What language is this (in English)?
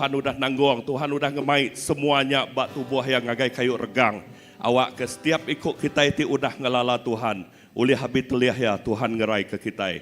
Iban